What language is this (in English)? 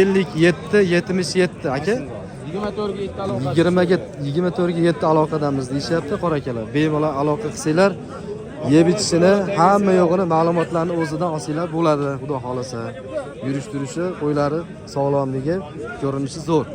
Uzbek